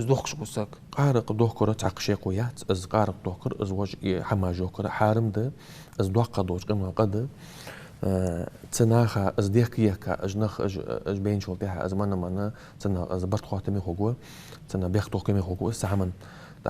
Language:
Ingush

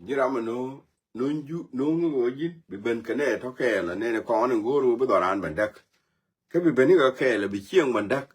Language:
Nuer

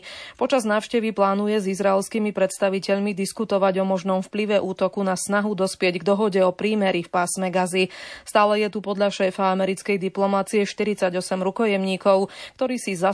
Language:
Slovak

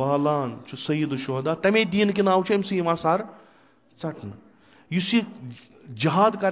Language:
Kashmiri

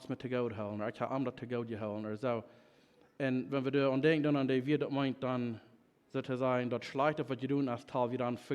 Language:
Plautdietsch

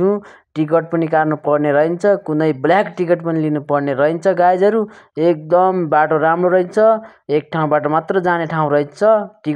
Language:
Nepali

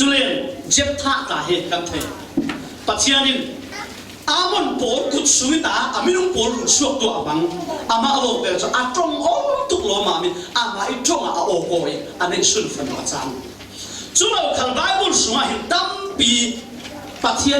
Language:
Falam Chin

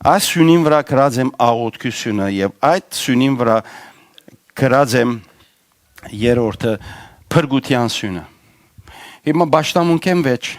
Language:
Western Armenian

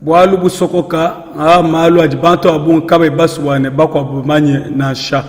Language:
Luba-Lulua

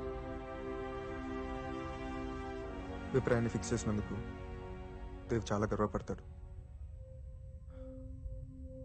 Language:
Telugu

